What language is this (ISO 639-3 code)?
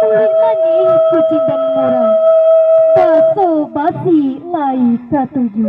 min